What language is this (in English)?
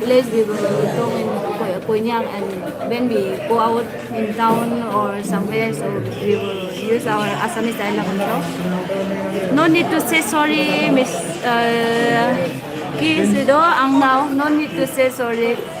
Naga Pidgin